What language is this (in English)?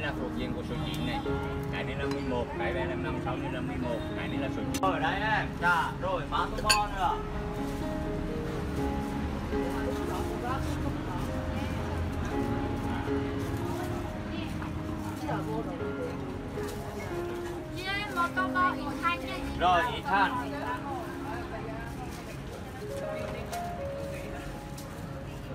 Vietnamese